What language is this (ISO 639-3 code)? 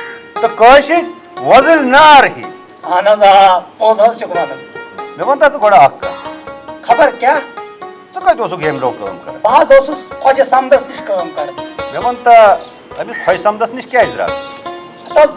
kas